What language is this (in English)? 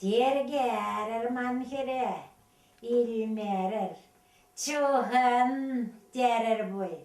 Chuvash